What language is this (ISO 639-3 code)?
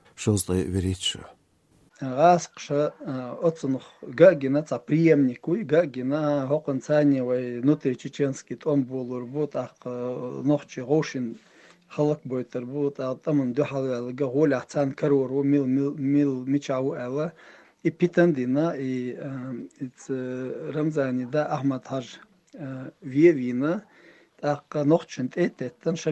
che